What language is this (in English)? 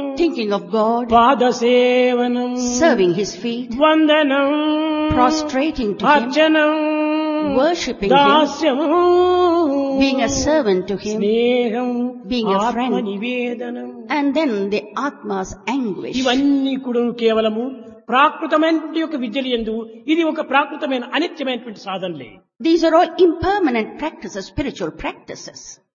Telugu